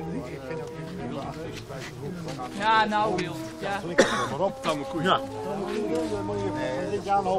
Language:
Dutch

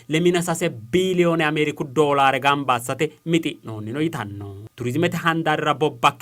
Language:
Sidamo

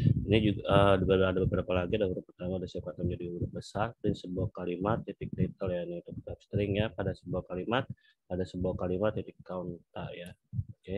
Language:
Indonesian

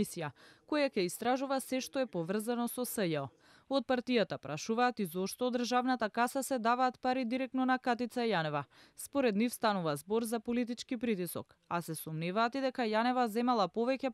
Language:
Macedonian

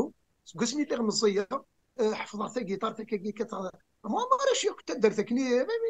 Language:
Kabyle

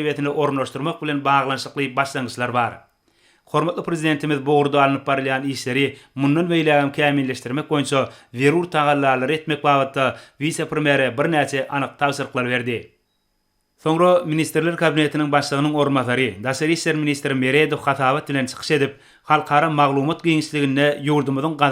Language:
Turkmen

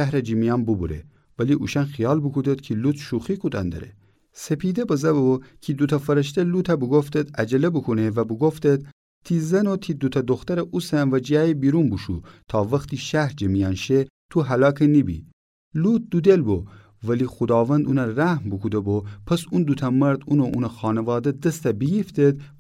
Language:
Gilaki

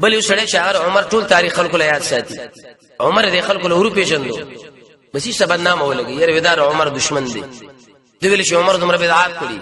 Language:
Pashto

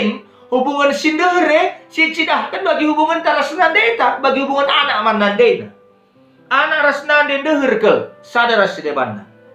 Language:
Batak Karo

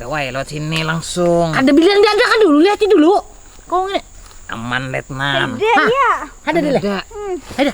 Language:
Banjar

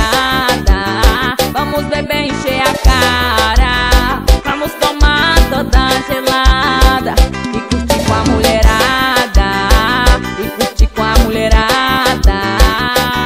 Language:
Portuguese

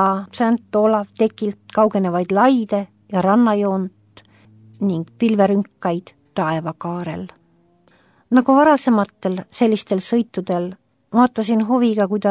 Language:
Estonian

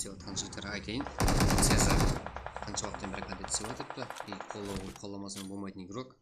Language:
Kara-Kalpak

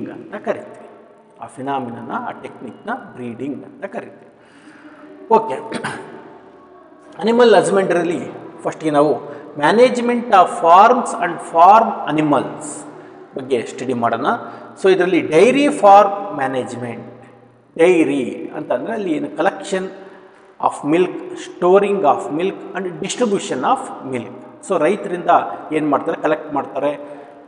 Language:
Kannada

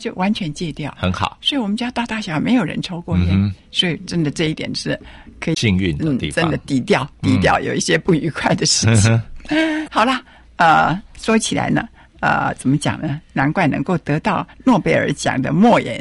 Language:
Chinese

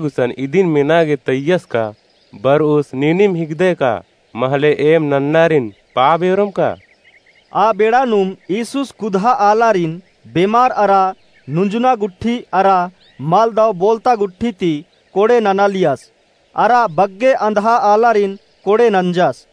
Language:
Kurukh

